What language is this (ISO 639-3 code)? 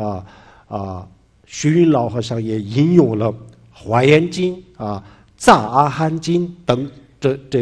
zho